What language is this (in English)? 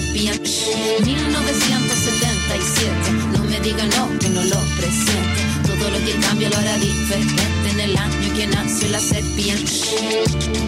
Spanish